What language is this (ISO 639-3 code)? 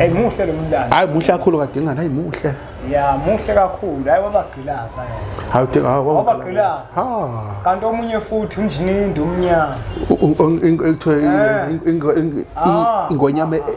zul